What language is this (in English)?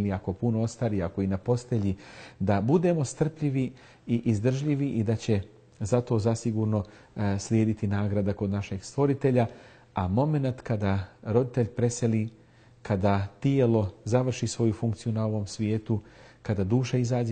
Bosnian